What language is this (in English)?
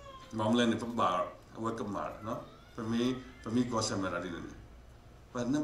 S'gaw Karen